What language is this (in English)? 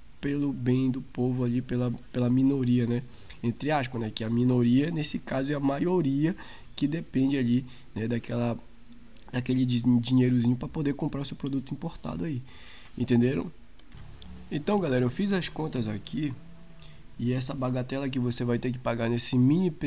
Portuguese